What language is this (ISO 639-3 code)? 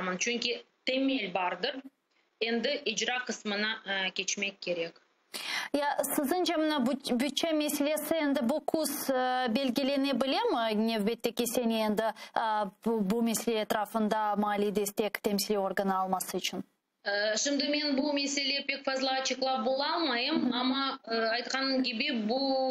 crh